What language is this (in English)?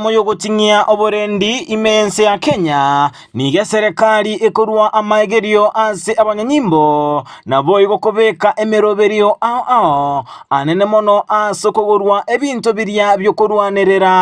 Gusii